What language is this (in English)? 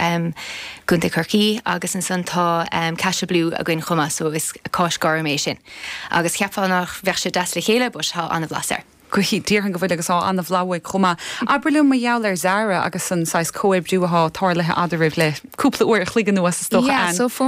Irish